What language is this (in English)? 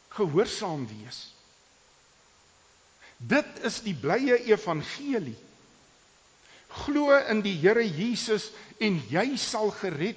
Afrikaans